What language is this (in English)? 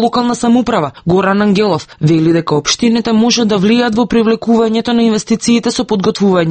Macedonian